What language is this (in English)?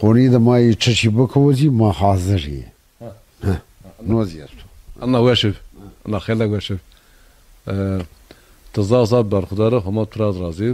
Zaza